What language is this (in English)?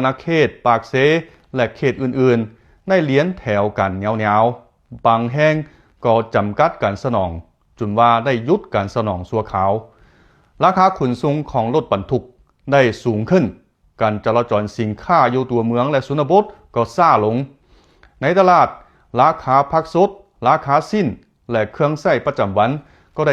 Lao